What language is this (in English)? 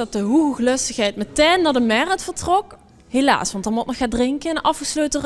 Limburgish